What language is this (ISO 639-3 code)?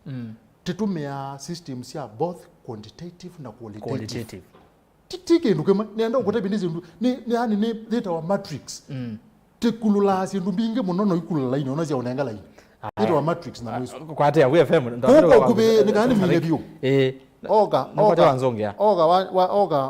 kam